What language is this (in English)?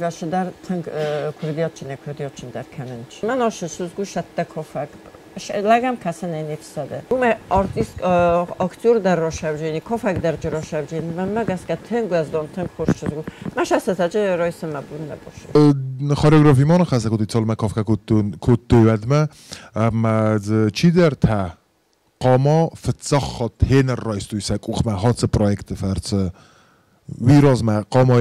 Ossetic